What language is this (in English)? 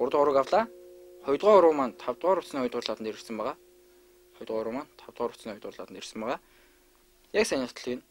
Mongolian